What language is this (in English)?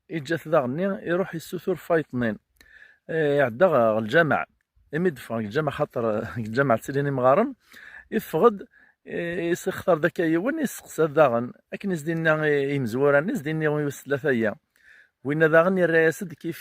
Kabyle